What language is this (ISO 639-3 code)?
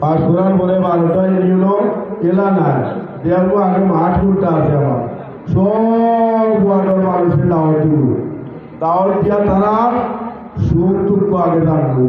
syl